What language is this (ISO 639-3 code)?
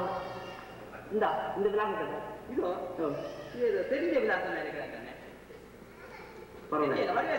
tam